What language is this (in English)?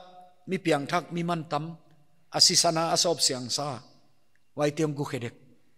Paite Chin